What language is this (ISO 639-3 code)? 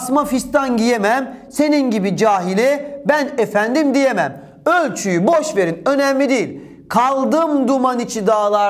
tur